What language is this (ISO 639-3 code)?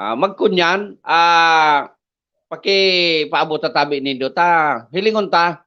bik